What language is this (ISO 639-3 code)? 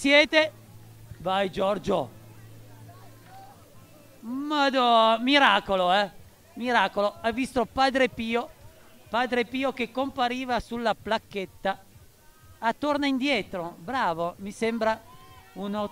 ita